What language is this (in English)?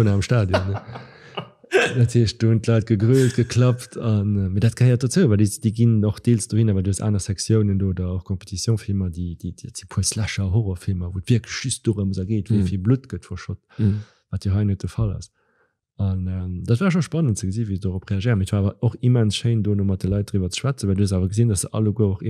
Luxembourgish